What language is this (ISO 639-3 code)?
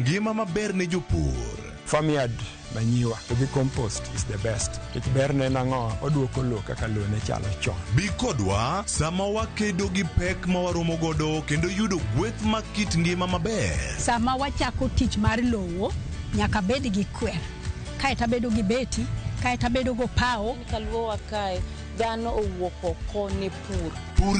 luo